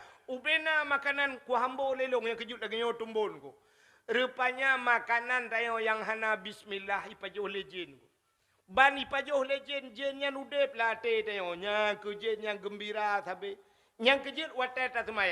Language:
Achinese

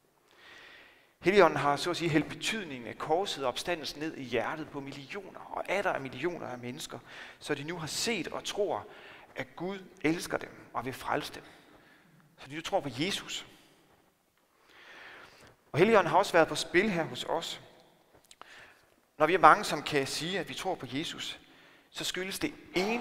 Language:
Danish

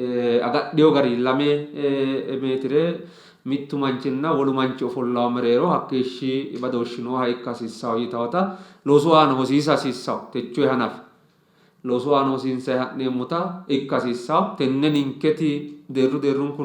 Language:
Sidamo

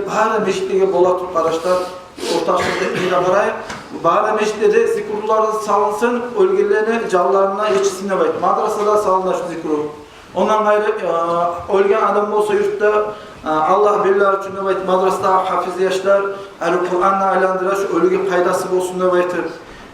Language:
Kumyk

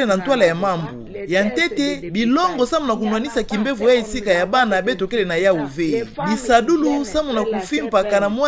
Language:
Kituba (Democratic Republic of Congo)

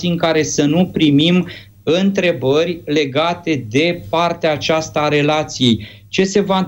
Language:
Romanian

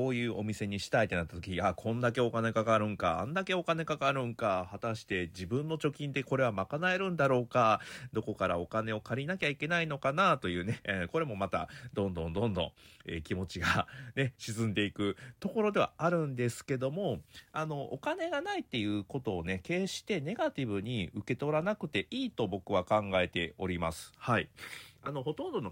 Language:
Japanese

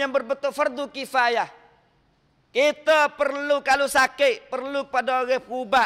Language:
Malay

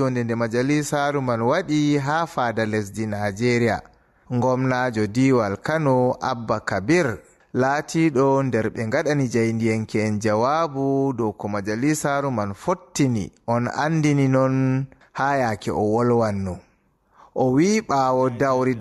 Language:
Fula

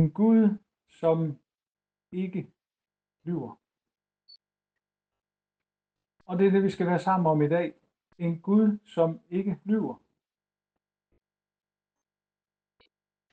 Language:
Danish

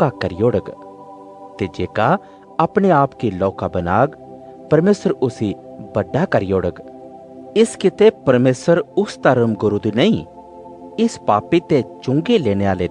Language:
Dogri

